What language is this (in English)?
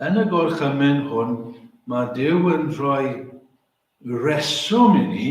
Welsh